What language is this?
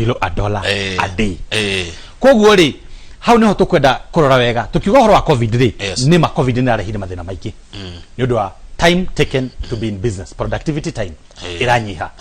Kikuyu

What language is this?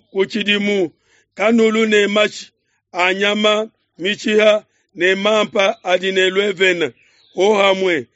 Luba-Lulua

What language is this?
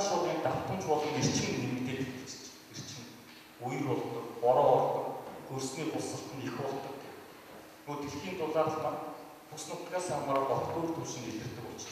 Mongolian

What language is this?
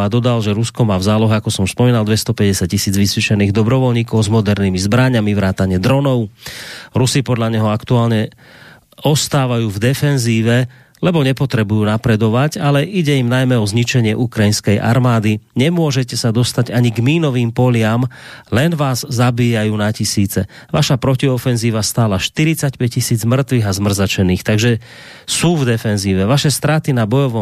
Slovak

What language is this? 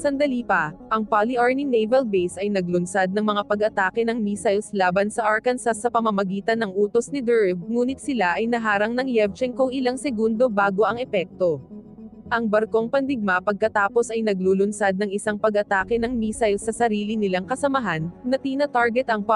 Filipino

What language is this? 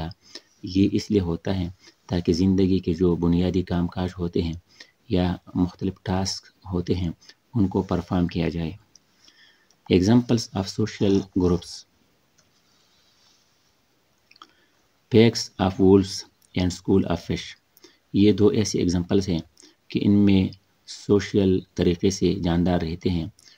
Urdu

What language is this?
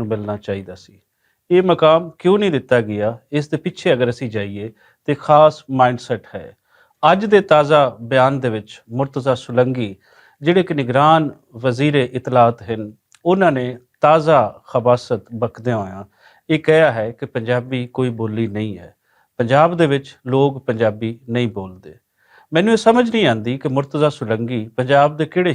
Western Panjabi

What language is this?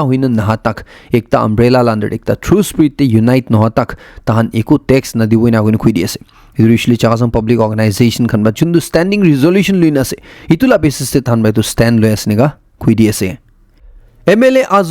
Naga Pidgin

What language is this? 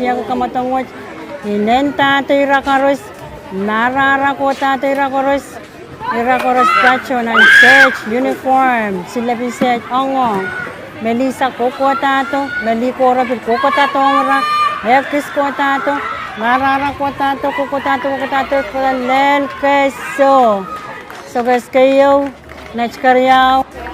Pohnpeian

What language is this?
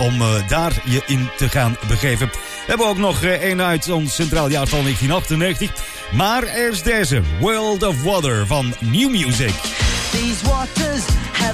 Dutch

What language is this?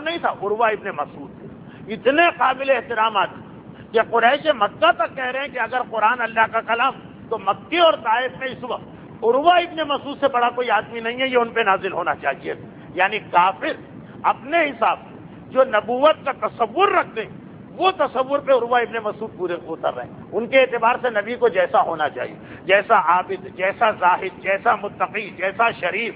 Urdu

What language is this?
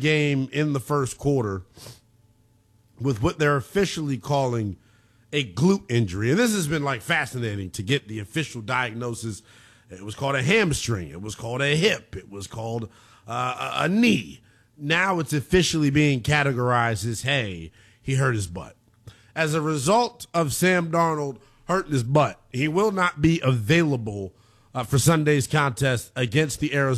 English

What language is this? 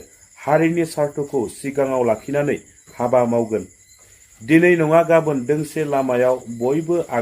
Bodo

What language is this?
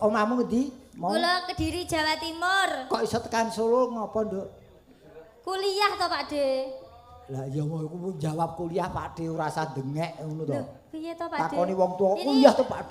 Javanese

